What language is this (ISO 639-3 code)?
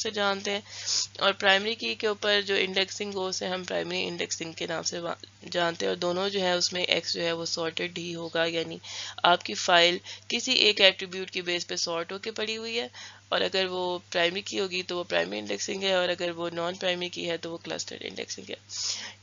urd